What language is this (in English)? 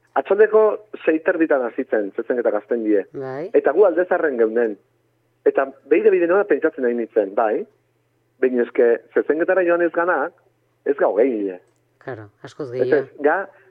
Basque